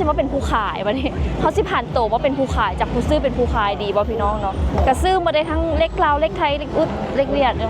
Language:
Lao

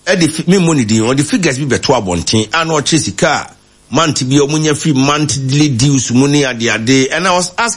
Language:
Akan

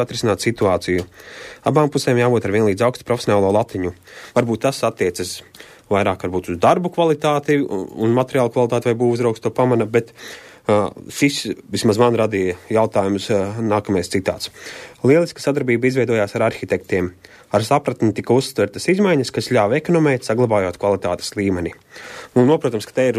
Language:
Latvian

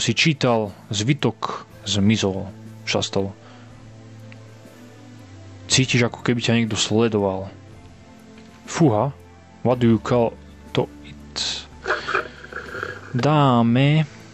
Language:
Slovak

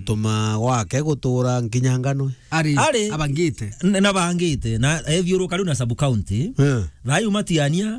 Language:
Meru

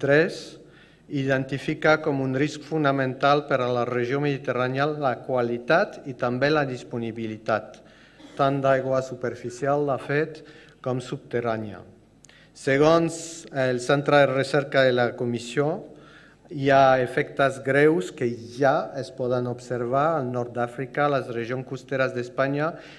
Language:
Catalan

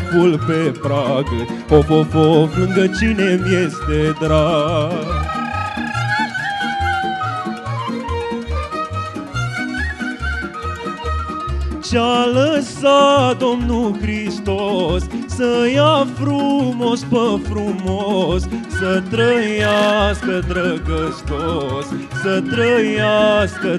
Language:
Romanian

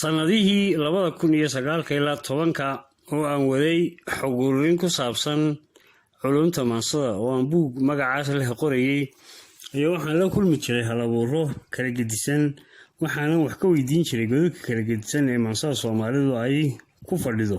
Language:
Somali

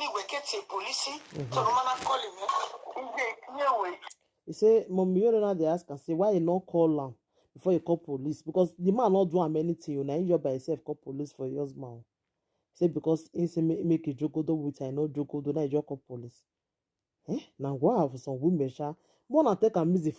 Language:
Nigerian Pidgin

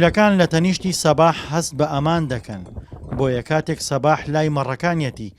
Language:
Central Kurdish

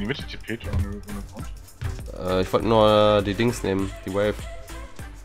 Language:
German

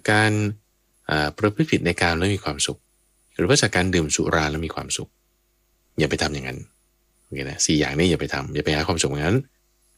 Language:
Thai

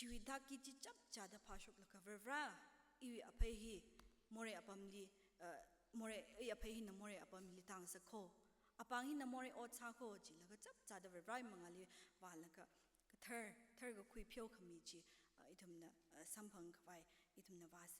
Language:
Tangkhul Naga (India)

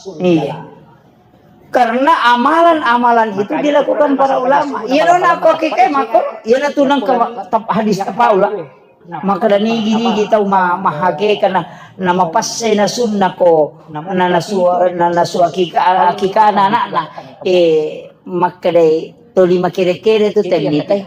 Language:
Buginese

